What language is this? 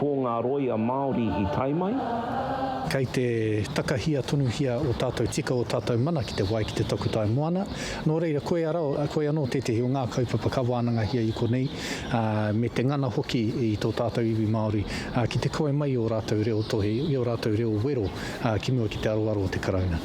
Māori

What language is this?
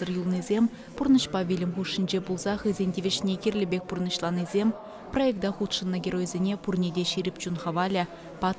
Chuvash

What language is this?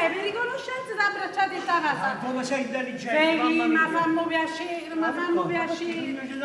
Neapolitan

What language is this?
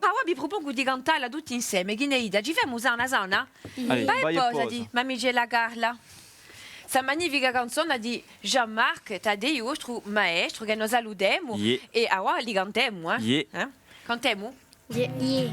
Corsican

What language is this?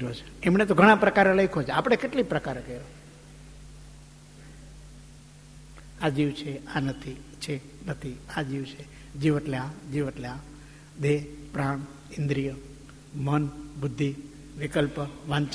Gujarati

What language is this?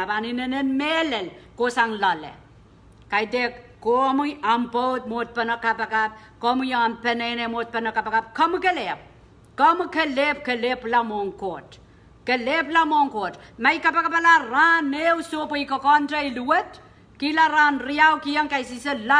Pohnpeian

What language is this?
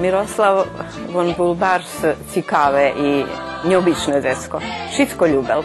Rusyn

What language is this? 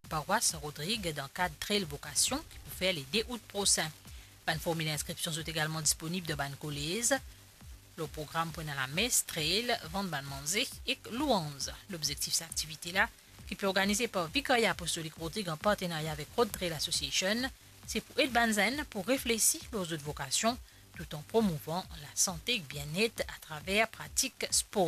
Morisyen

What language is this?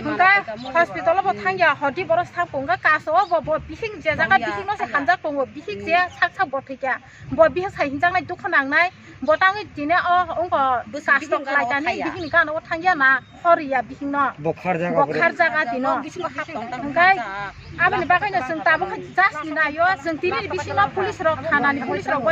Kok Borok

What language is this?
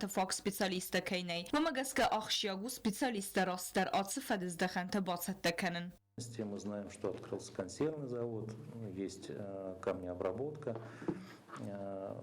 Ossetic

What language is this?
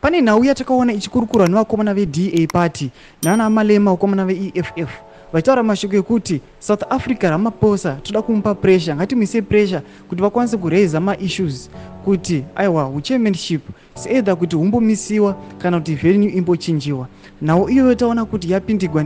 Shona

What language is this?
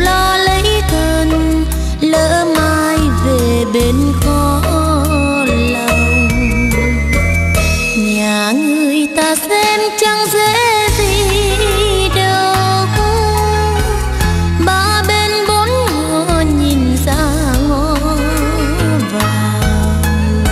Vietnamese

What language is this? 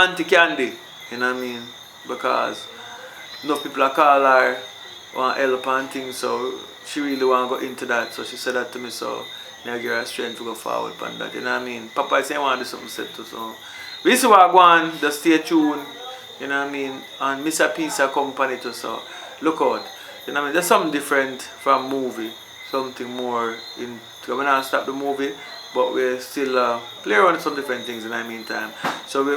Jamaican Creole English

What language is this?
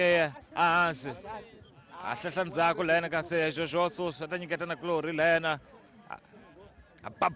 Tsonga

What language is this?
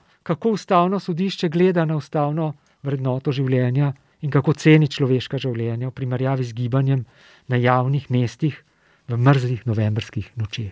Slovenian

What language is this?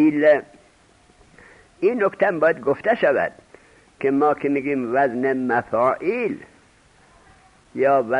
Persian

